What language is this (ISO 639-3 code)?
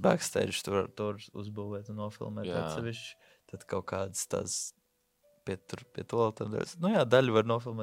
lav